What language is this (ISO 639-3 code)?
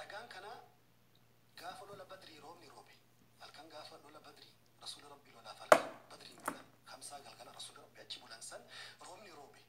orm